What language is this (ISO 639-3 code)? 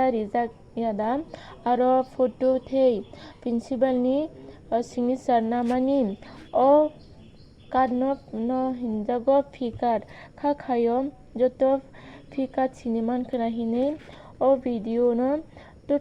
trp